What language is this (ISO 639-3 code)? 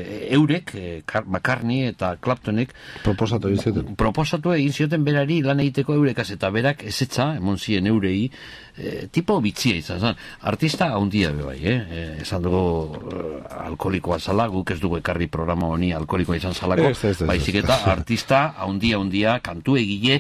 eus